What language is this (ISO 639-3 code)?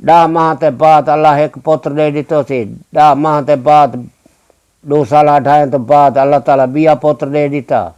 skr